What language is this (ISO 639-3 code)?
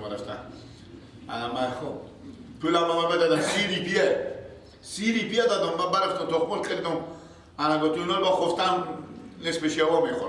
fas